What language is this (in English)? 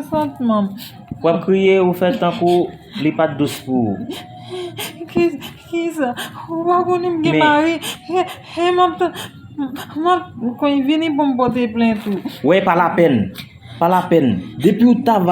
Haitian Creole